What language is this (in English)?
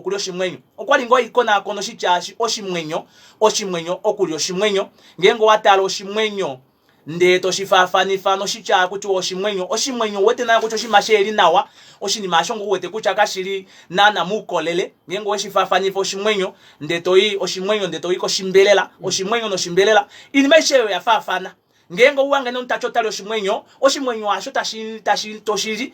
Kuanyama